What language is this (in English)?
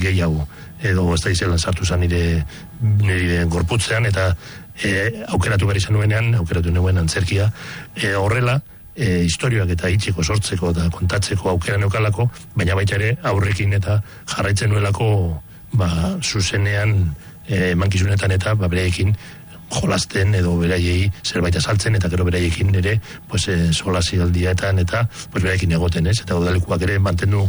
Basque